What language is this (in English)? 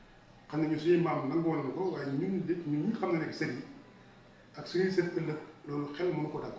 Wolof